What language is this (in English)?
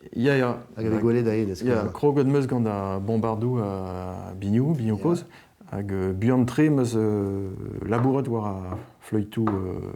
Breton